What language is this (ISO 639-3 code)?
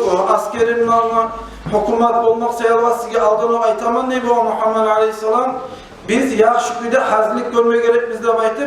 kum